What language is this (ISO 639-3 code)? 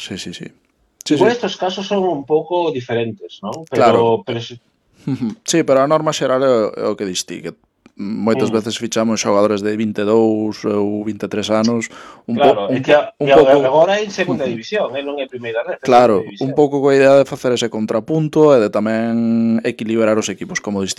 glg